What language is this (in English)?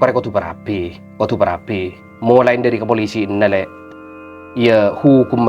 Madurese